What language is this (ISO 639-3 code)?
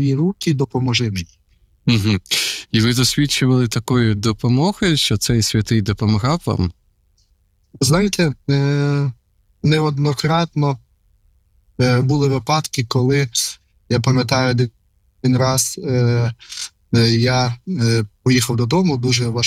ukr